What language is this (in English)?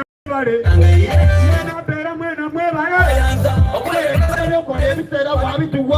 Soga